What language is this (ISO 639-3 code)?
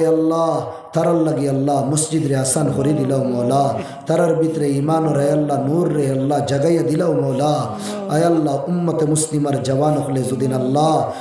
syl